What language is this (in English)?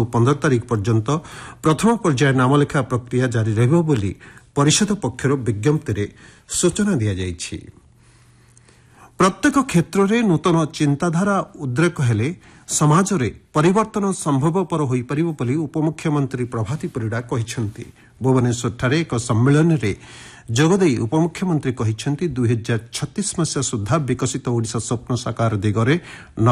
Odia